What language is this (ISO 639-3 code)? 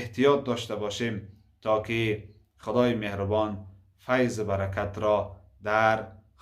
tgk